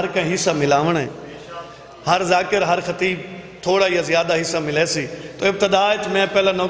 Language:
Saraiki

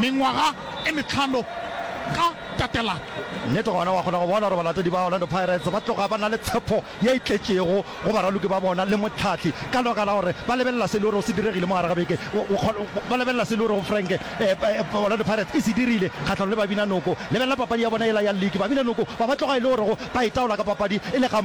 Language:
Northern Sotho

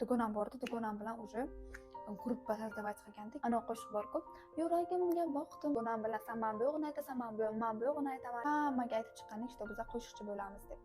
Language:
Uzbek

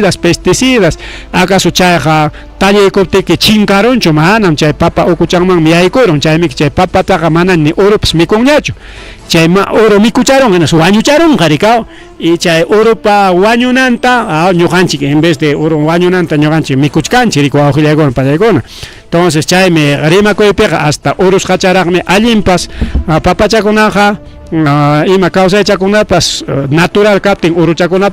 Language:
Ayacucho Quechua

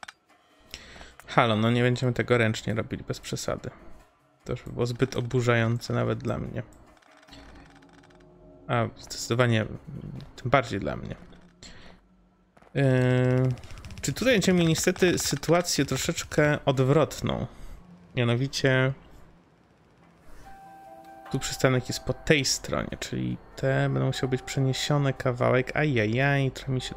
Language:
Polish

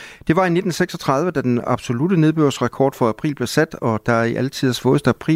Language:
Danish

